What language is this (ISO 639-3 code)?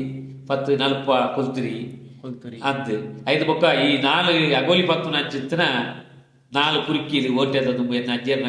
tcy